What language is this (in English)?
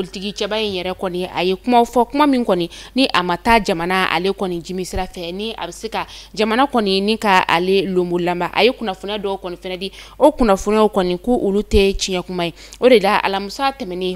Bambara